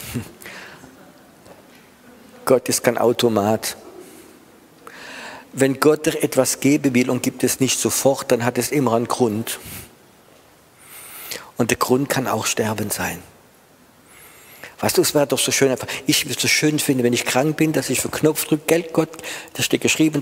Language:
German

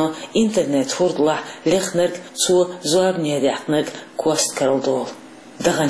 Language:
Chechen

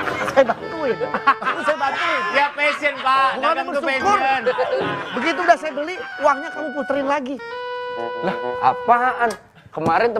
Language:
Indonesian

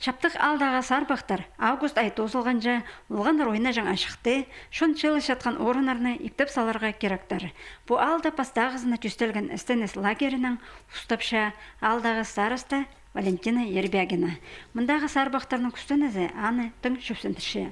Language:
Khakas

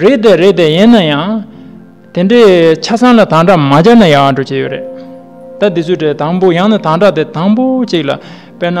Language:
Tibetan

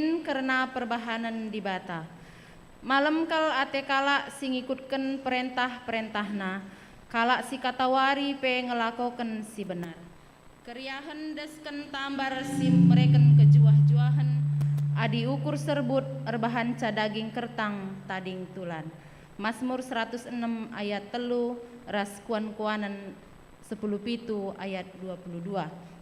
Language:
Batak Karo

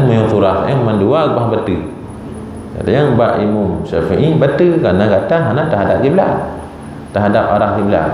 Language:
Achinese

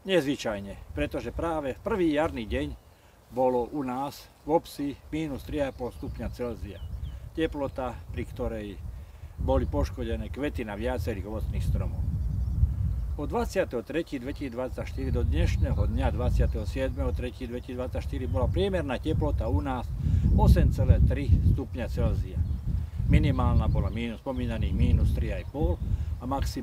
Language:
Slovak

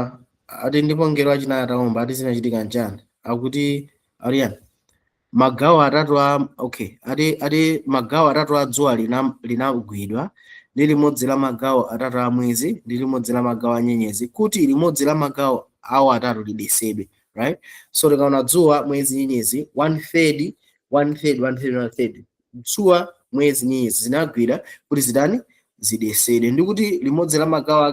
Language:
Nyanja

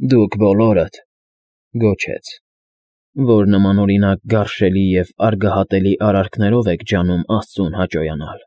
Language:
Armenian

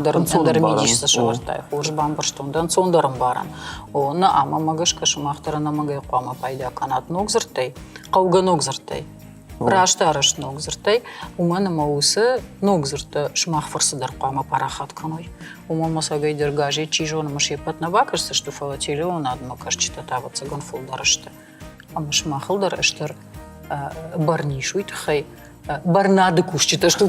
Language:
Ossetic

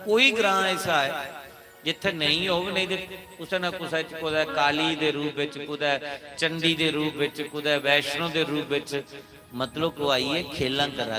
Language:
Dogri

